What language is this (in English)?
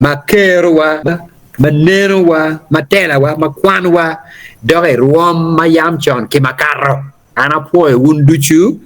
Acoli